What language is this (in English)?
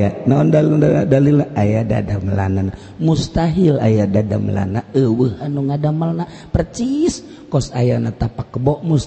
Sundanese